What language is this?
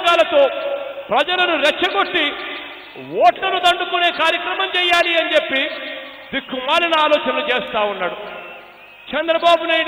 Telugu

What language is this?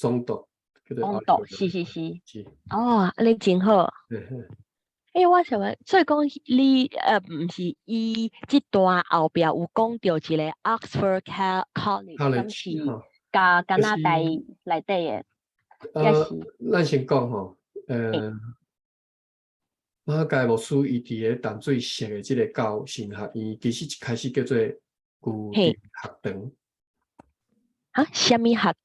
Min Nan Chinese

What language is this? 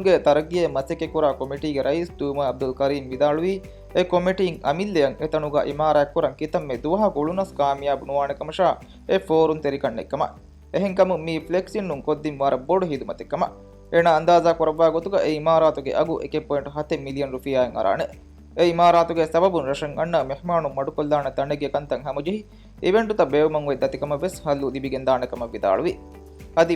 Divehi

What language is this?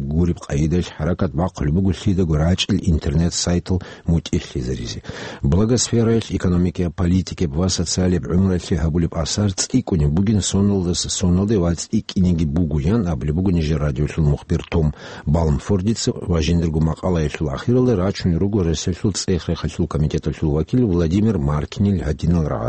Avaric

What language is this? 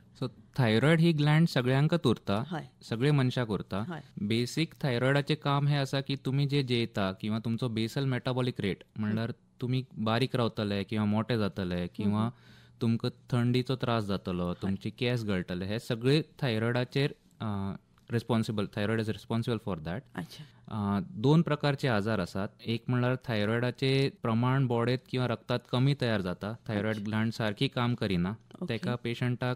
Konkani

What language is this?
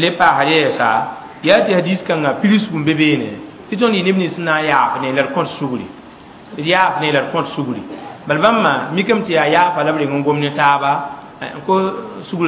Mossi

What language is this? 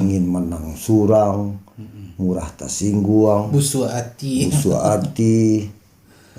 Minangkabau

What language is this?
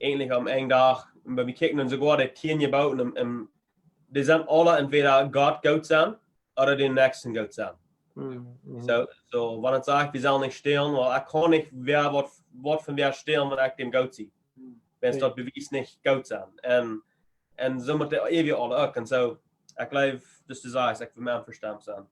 Plautdietsch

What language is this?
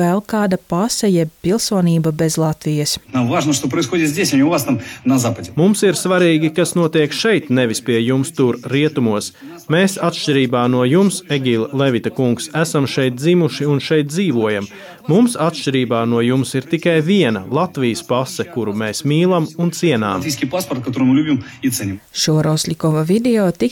Latvian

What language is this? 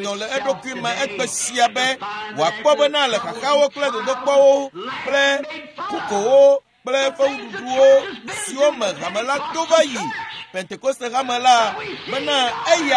Ewe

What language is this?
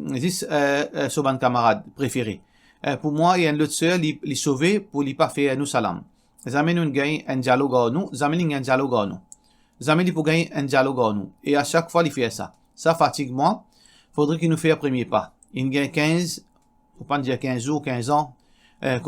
Morisyen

